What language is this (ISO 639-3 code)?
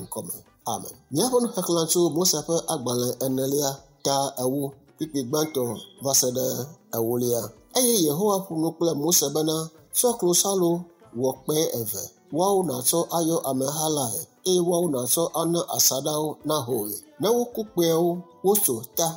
ewe